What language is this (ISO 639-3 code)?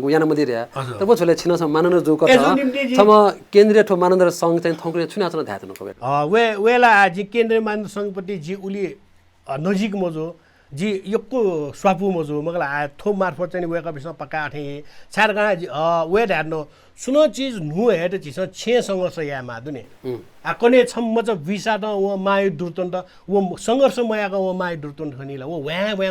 new